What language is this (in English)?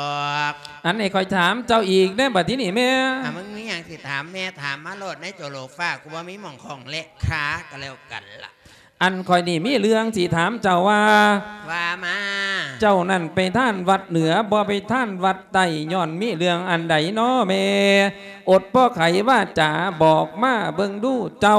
Lao